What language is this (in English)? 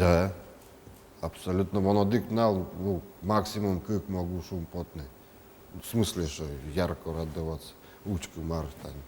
Udmurt